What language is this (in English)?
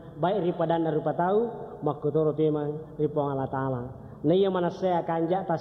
Buginese